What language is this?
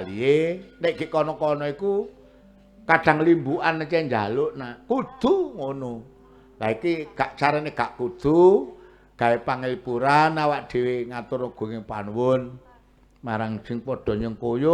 Javanese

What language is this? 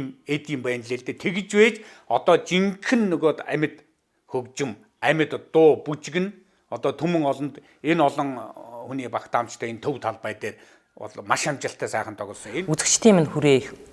Mongolian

